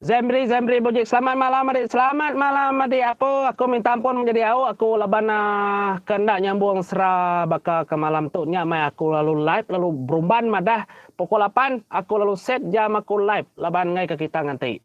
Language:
Iban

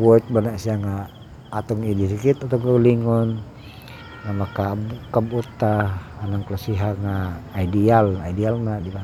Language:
Cebuano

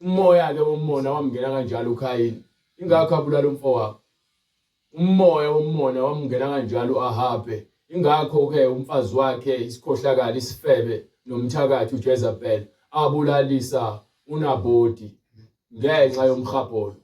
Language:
Zulu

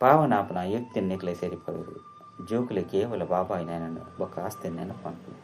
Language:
Tulu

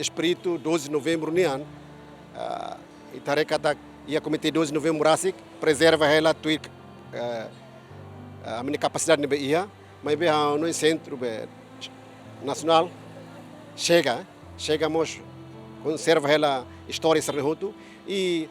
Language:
Tetum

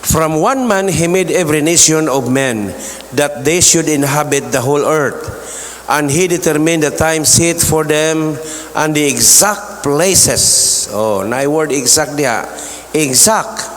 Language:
Cebuano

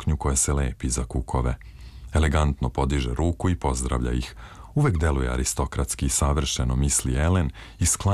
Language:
Serbian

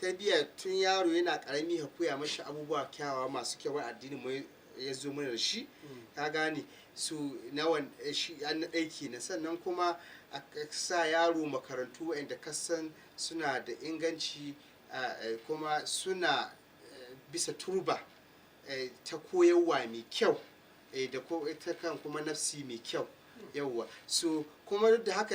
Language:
Hausa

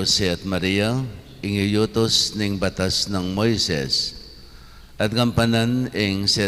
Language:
Pampanga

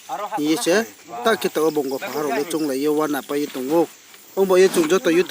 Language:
Riang (India)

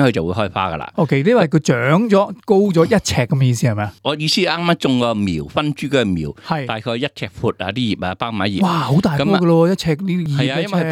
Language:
Cantonese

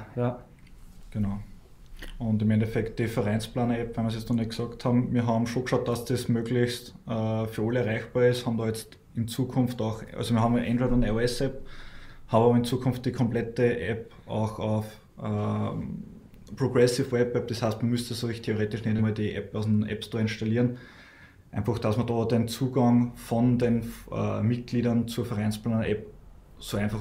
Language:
German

